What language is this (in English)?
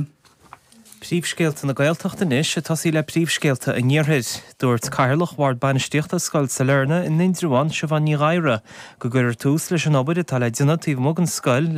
Irish